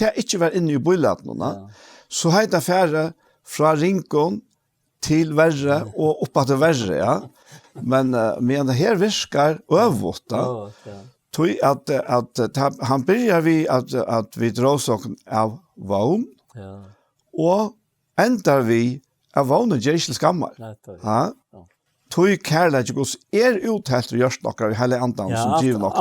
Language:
Faroese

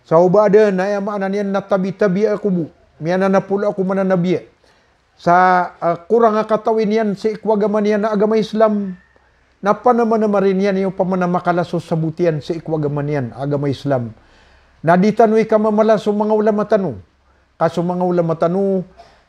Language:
Maranao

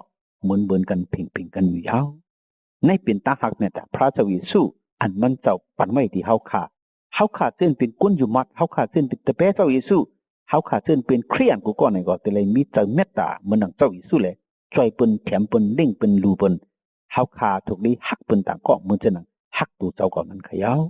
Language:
Shan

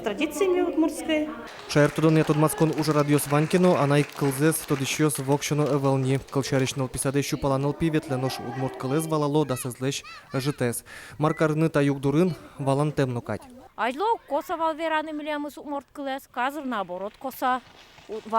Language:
Udmurt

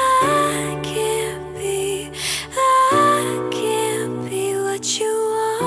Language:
Hiligaynon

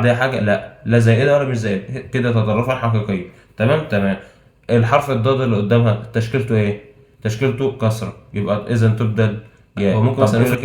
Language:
Egyptian Arabic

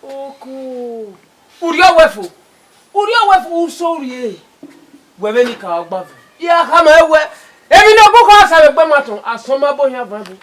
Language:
Bini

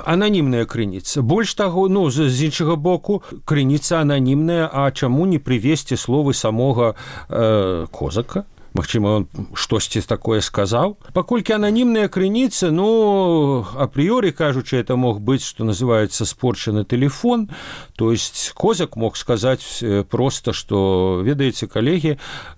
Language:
Belarusian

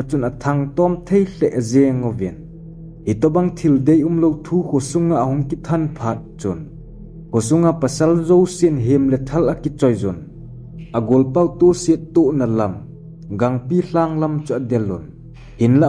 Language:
Thado Chin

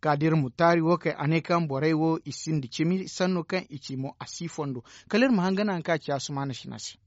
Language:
Zarma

